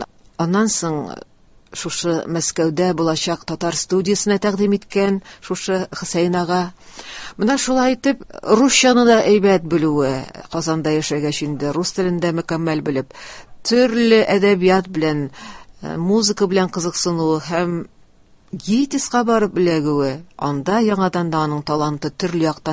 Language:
Tatar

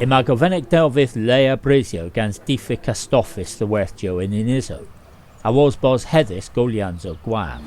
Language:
Cornish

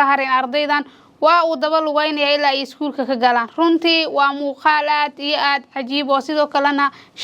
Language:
Somali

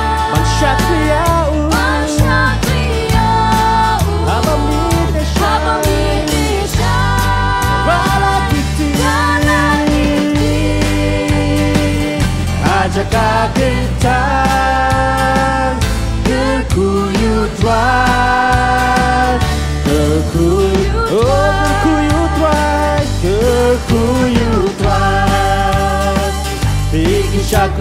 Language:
Khasi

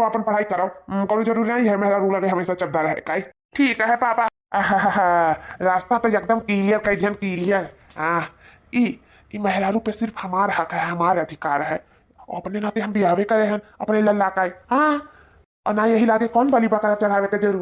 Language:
Awadhi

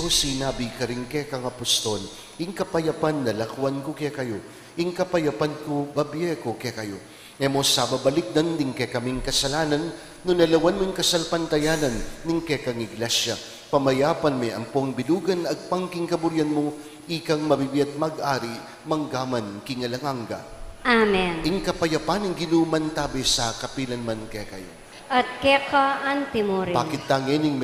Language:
Pampanga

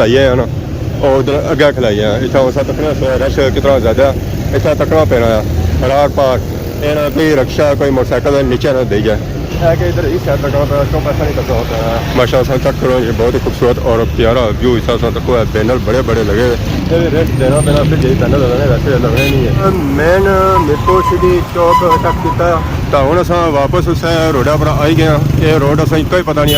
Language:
Pahari-Potwari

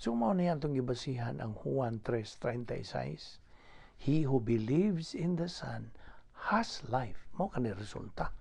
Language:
Cebuano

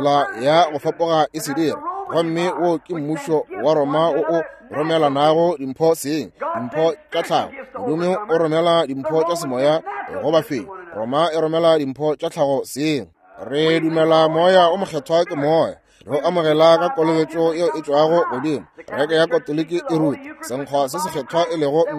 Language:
Northern Sotho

